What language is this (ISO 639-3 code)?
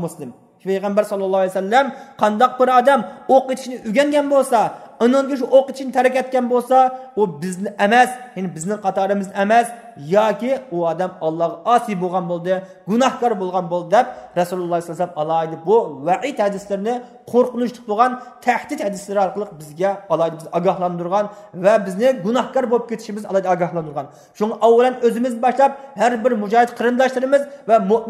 uig